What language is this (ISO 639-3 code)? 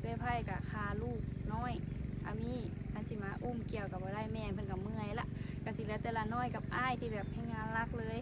lao